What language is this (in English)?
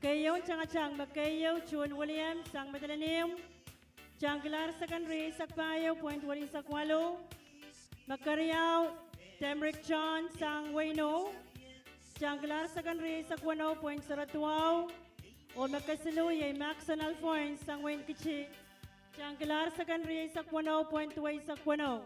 Pohnpeian